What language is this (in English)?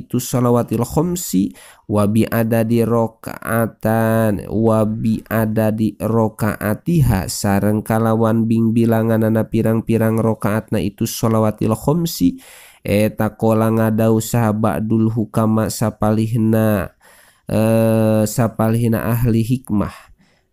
Sundanese